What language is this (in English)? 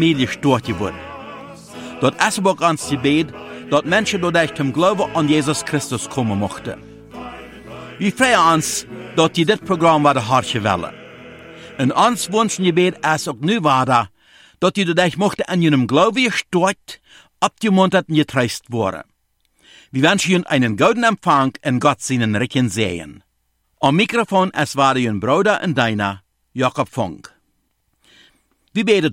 German